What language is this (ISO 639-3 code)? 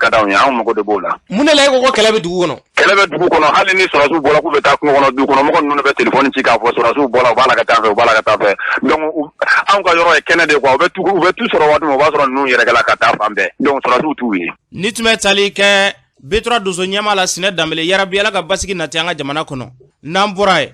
bam